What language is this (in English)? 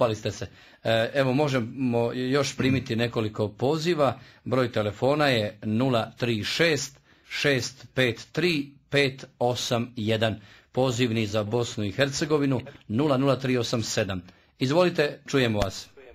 Croatian